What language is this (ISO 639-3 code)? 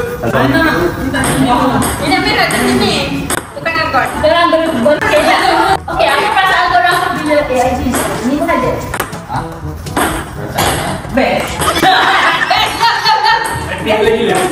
msa